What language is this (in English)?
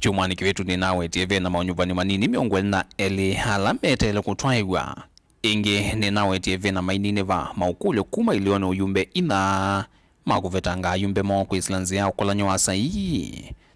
Kamba